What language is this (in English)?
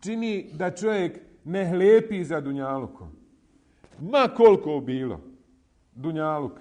Bosnian